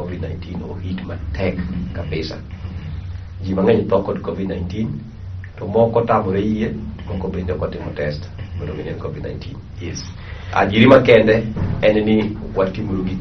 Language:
Luo (Kenya and Tanzania)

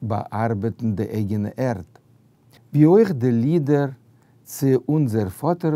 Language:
Yiddish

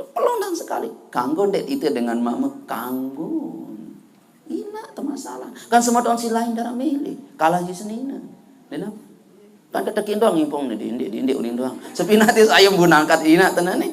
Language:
Sasak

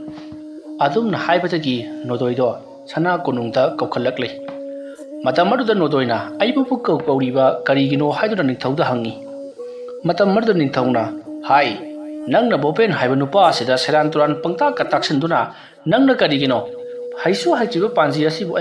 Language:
Manipuri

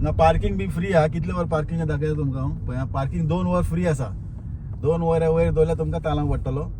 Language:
Konkani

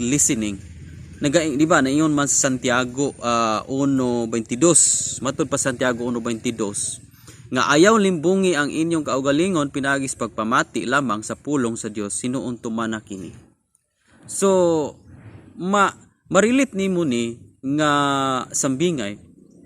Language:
Cebuano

